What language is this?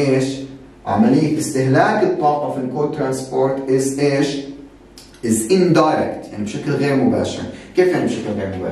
South Levantine Arabic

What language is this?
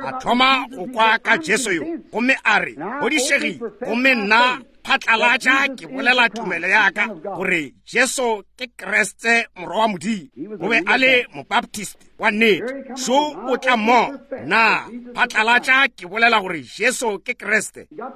Northern Sotho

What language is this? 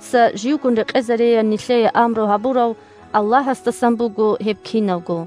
Avaric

